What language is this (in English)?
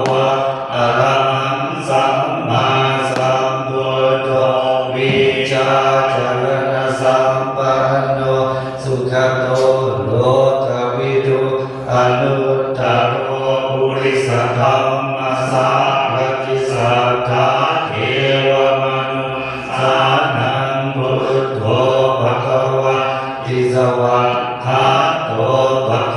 Pali